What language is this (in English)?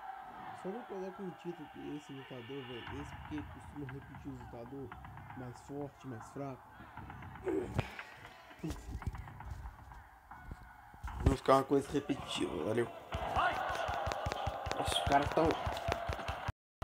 Portuguese